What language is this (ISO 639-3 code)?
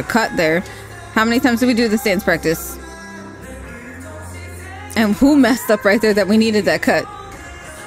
eng